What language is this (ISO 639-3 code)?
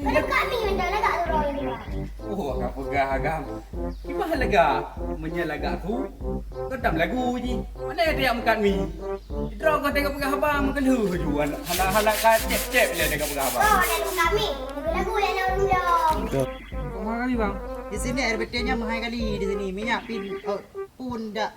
ace